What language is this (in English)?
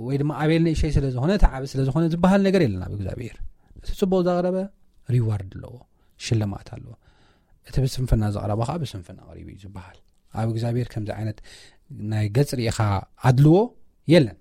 Tigrinya